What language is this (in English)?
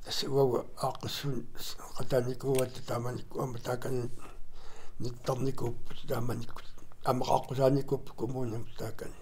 Kalaallisut